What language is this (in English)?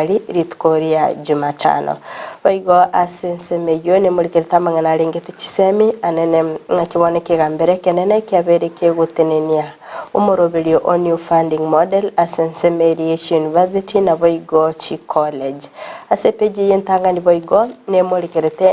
Gusii